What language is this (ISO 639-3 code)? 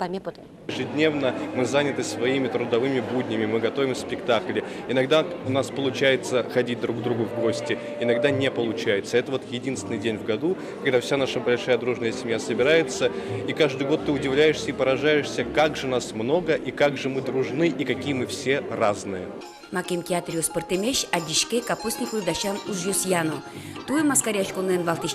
udm